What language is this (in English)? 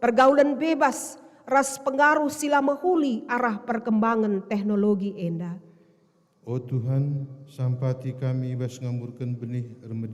Batak Karo